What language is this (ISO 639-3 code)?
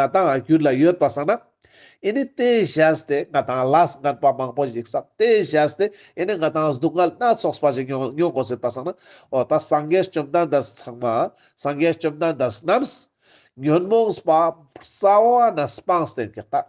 lbj